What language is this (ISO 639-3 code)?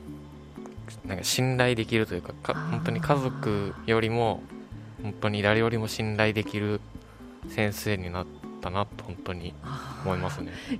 jpn